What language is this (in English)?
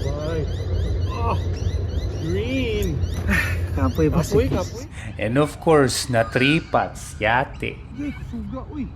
Cebuano